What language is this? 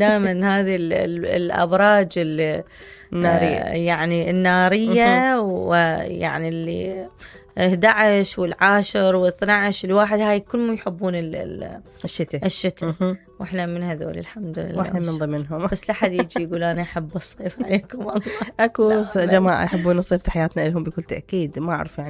Mesopotamian Arabic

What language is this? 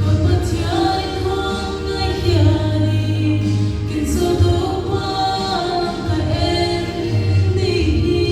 Paite Chin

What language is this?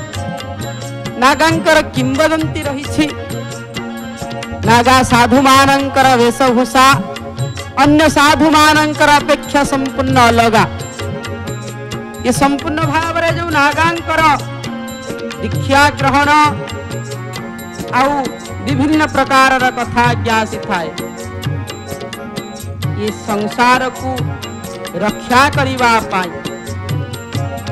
Odia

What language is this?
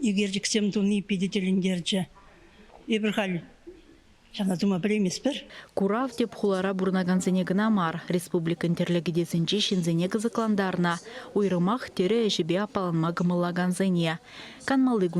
Chuvash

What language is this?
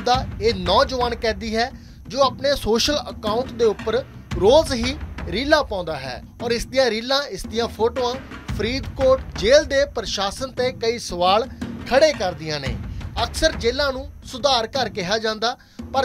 Punjabi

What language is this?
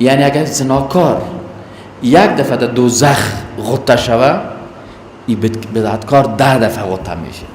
Persian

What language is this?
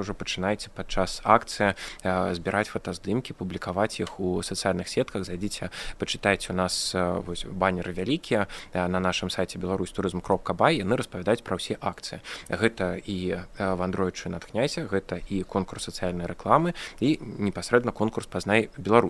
Belarusian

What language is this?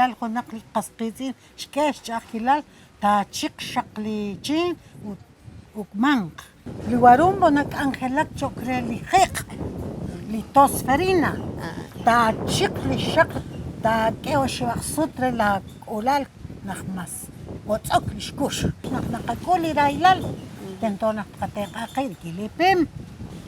Kekchí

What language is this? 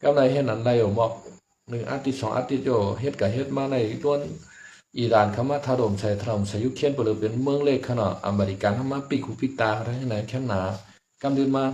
Shan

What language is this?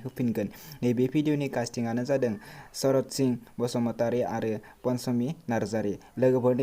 Bodo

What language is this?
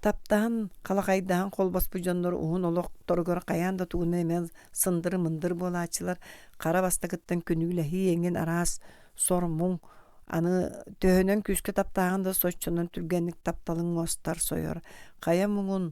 Yakut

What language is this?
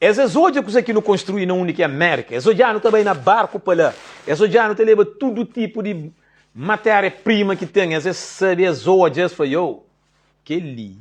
Kabuverdianu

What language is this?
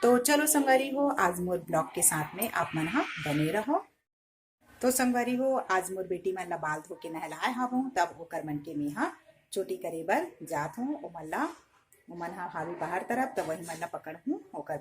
Chhattisgarhi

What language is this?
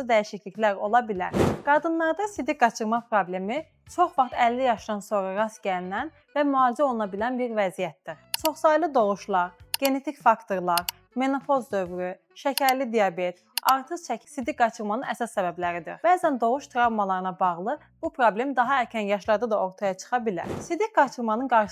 Azerbaijani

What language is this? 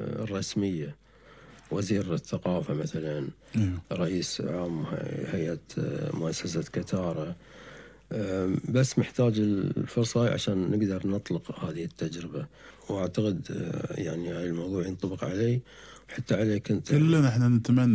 Gulf Arabic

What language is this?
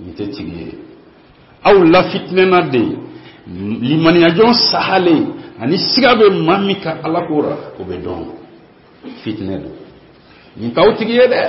Bambara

